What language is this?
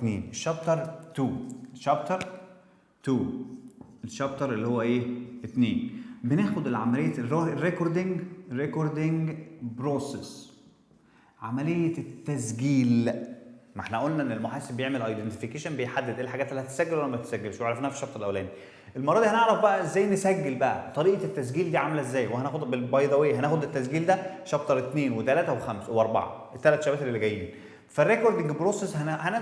Egyptian Arabic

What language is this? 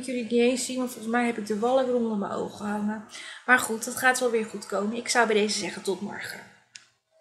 Dutch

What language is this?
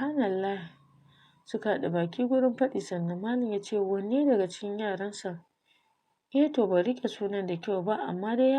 Hausa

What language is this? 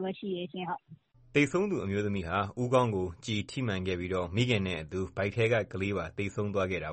Burmese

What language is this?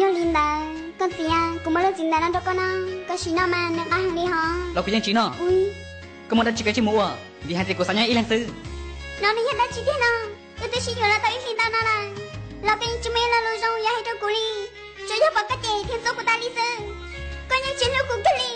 Hmong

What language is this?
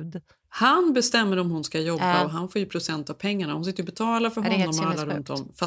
Swedish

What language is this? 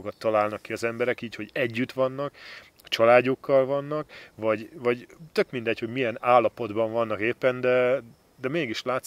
Hungarian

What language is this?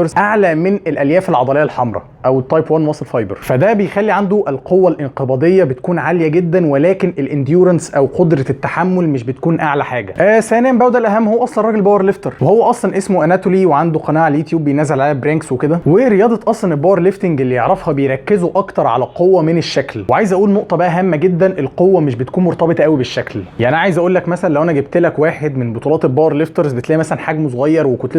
Egyptian Arabic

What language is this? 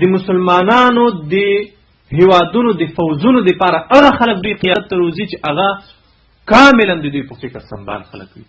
Pashto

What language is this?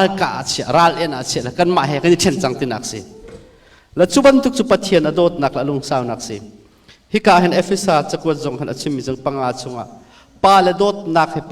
Hakha Chin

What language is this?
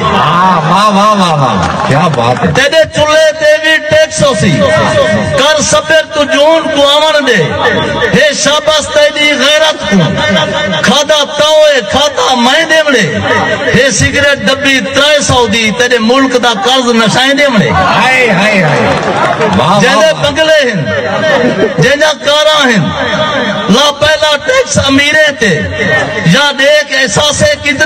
Saraiki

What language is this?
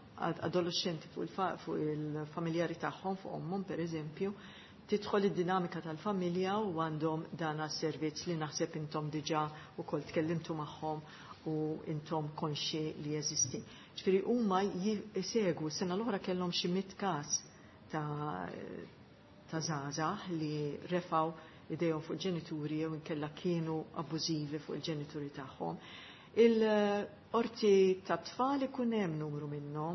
Maltese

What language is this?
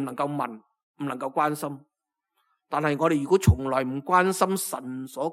Cantonese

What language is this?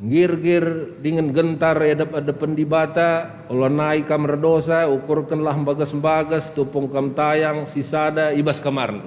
Batak Karo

